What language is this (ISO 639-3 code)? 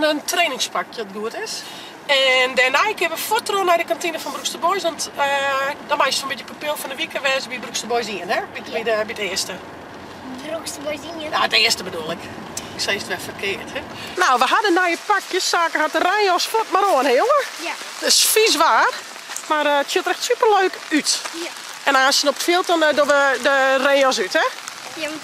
fry